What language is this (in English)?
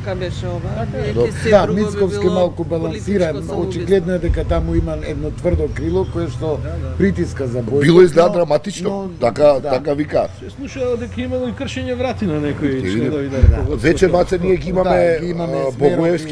Macedonian